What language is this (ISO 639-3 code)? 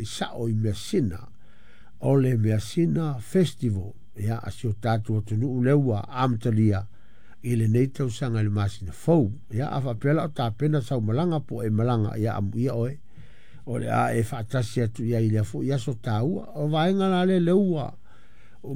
smo